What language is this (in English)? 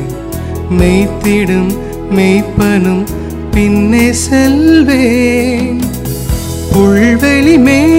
Tamil